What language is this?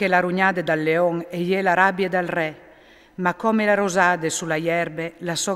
Friulian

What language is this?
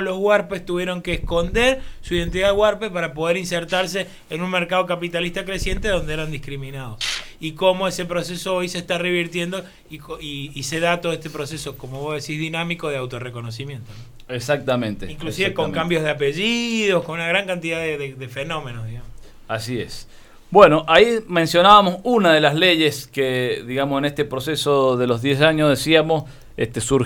Spanish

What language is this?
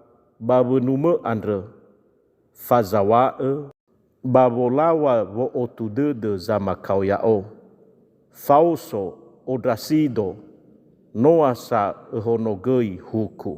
Nias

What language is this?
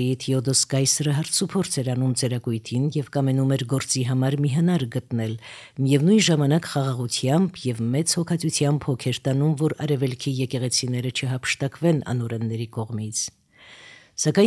Armenian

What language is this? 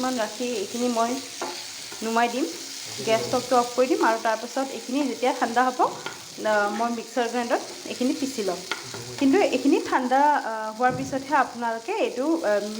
Assamese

